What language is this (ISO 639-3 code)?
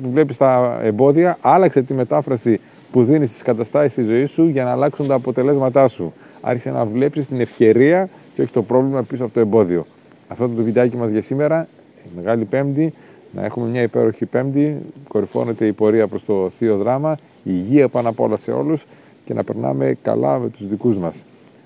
ell